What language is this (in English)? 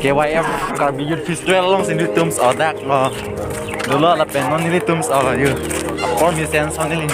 Karbi